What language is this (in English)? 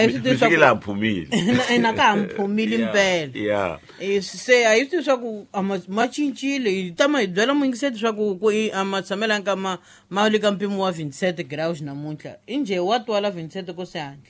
Tsonga